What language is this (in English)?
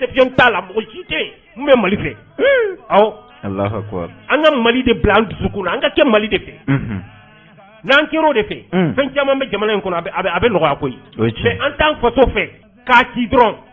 Bambara